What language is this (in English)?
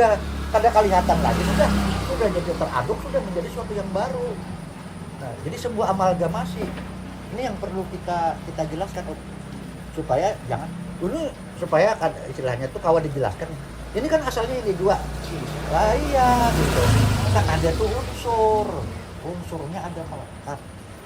Banjar